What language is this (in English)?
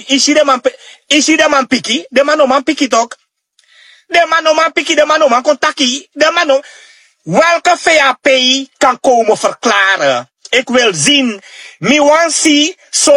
Sranan Tongo